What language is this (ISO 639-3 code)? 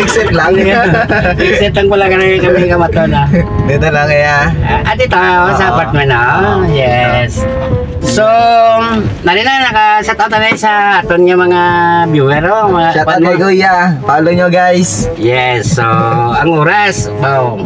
hil